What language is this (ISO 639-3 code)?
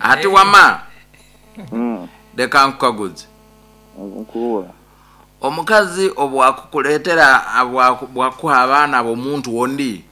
nyn